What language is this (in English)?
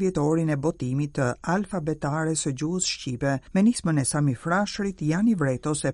Albanian